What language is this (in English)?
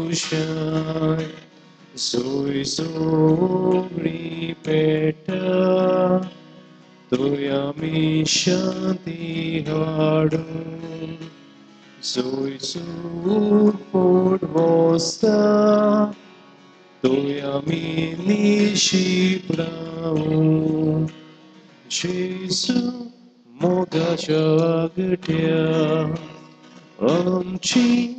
Konkani